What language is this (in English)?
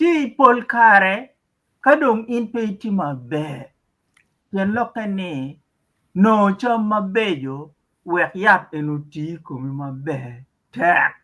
Acoli